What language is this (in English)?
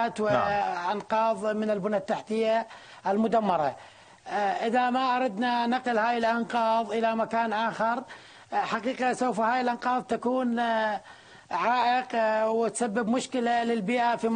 Arabic